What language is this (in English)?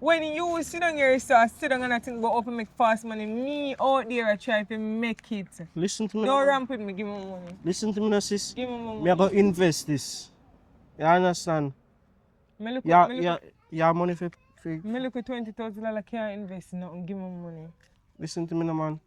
Jamaican Creole English